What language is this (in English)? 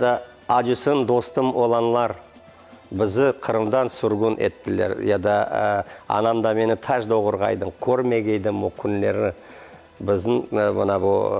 Crimean Tatar